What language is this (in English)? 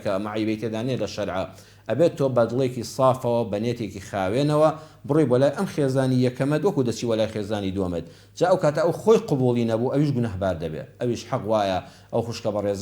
Central Kurdish